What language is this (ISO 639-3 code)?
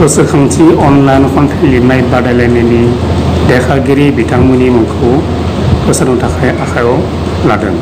brx